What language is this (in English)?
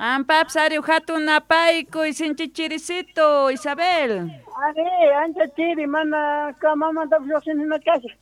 South Bolivian Quechua